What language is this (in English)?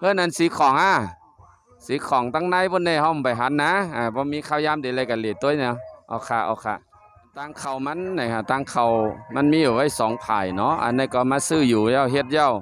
Shan